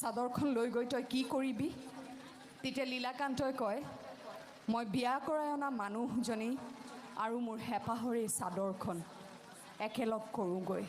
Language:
Assamese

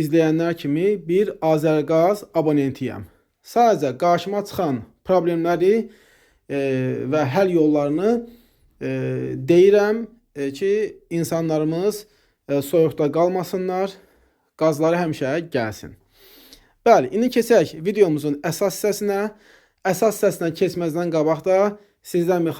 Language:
Azerbaijani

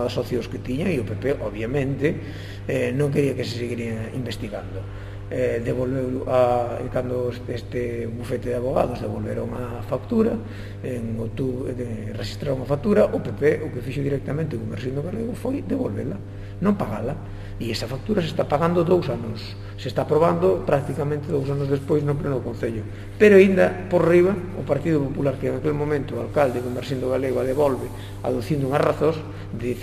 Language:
Galician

